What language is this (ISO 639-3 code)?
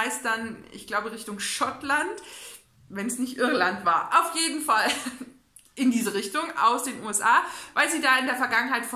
deu